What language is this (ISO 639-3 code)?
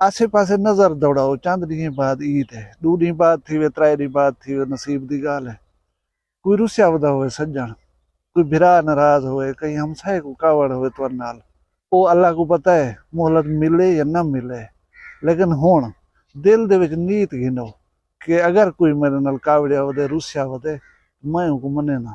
skr